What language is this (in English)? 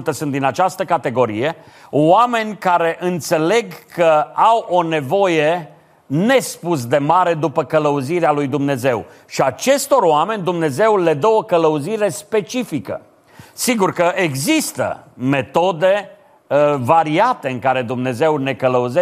Romanian